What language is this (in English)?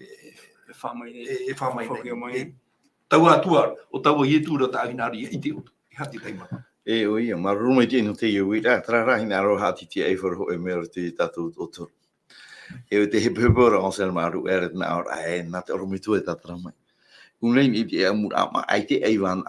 Tahitian